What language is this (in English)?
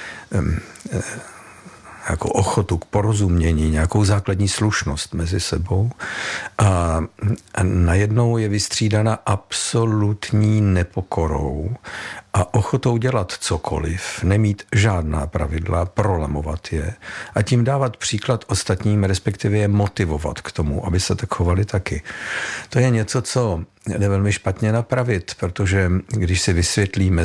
Czech